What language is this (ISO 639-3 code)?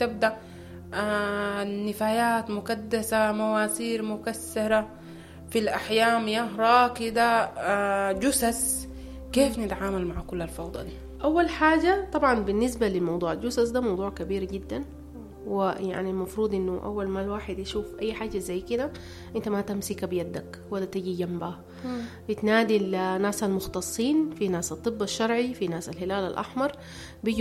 apd